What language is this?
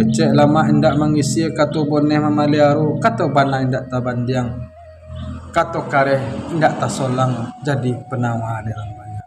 Minangkabau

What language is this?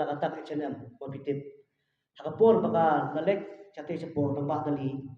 Khasi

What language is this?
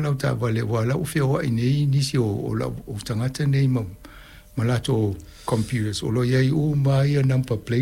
Samoan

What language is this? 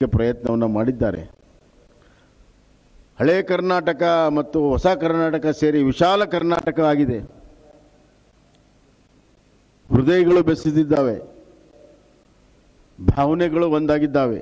Kannada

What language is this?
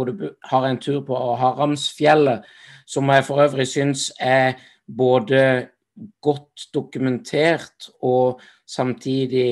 Norwegian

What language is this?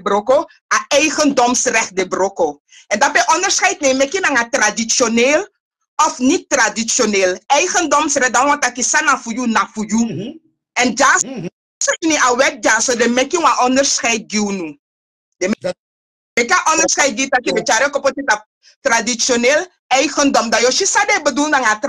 Sranan Tongo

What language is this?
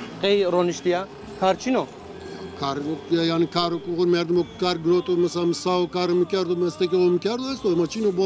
Zaza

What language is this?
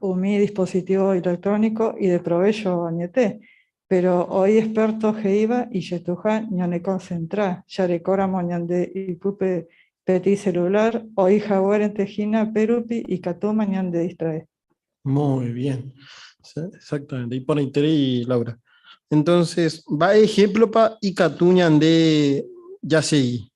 Guarani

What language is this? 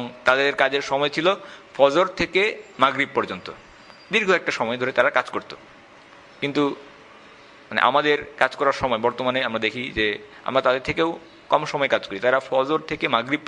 Bangla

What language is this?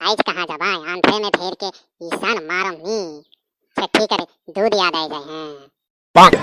Sadri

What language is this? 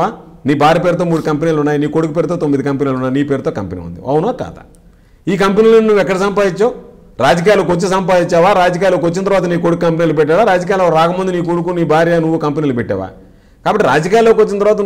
Telugu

